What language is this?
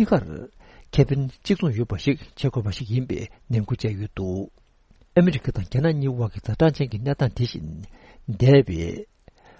Tibetan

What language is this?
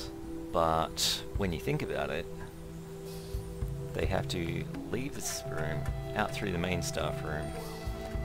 English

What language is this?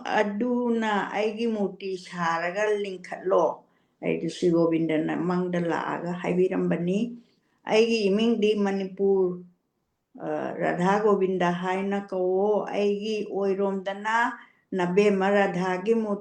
Manipuri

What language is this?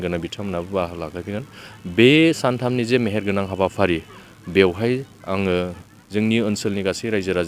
Bodo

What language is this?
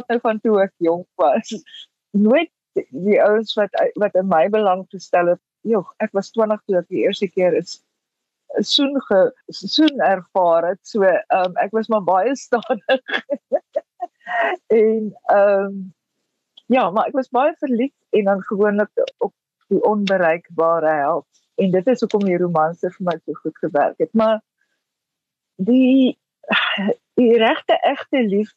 Afrikaans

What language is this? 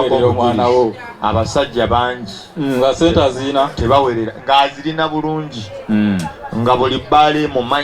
Ganda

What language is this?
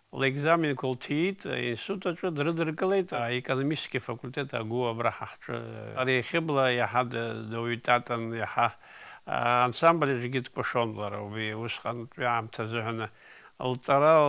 Abkhazian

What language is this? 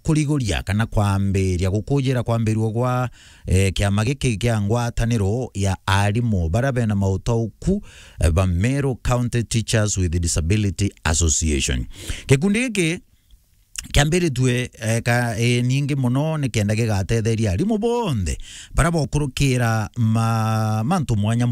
Meru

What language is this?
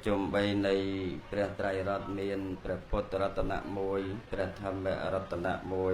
Khmer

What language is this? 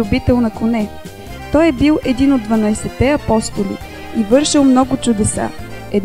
Bulgarian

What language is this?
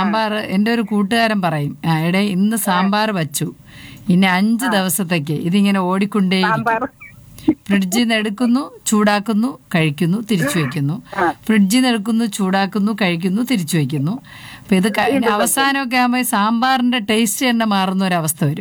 Malayalam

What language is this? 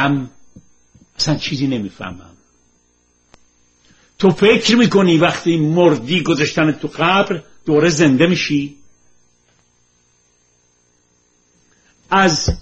Persian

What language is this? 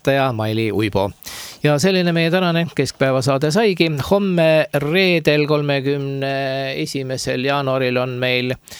Estonian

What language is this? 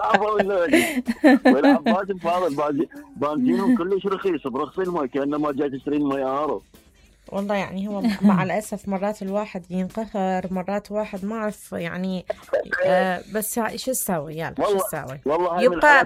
Mesopotamian Arabic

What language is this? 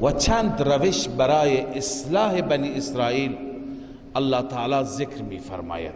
Persian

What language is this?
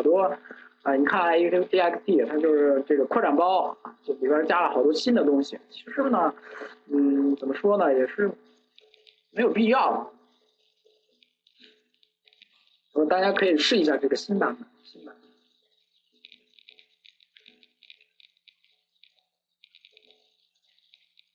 Chinese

